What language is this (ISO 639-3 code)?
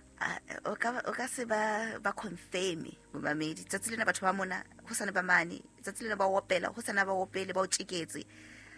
sot